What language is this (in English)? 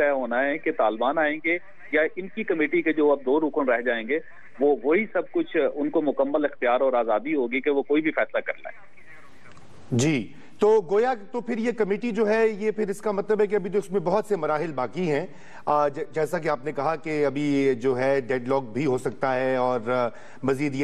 Urdu